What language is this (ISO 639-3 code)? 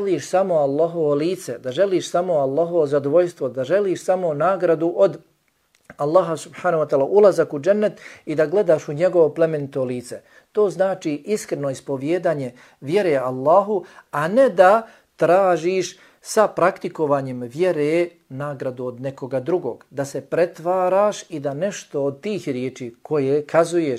bos